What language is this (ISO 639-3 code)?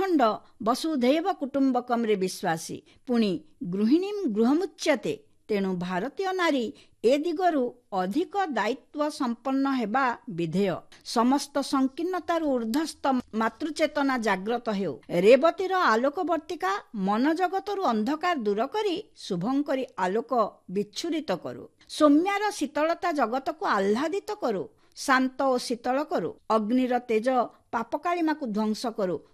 ori